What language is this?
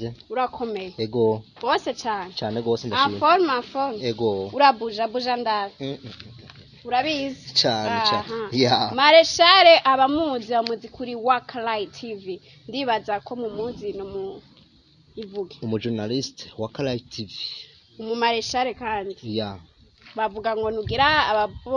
Rundi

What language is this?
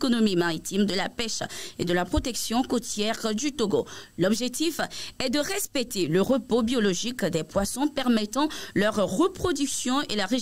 French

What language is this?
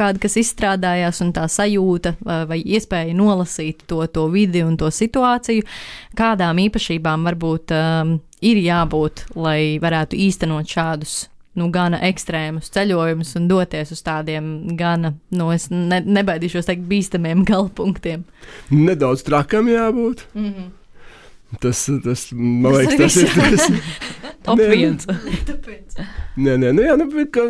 Latvian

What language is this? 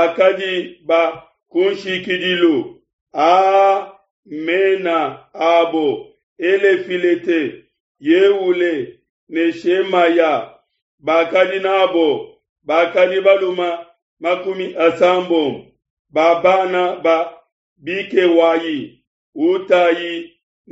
Luba-Lulua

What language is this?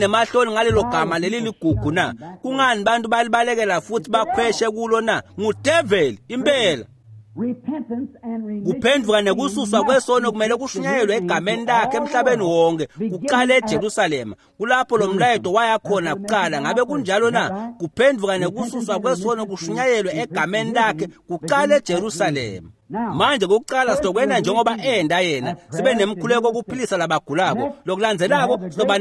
Swati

